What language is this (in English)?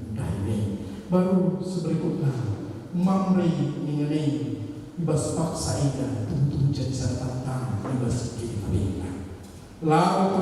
Batak Karo